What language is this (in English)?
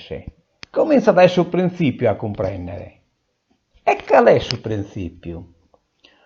Sardinian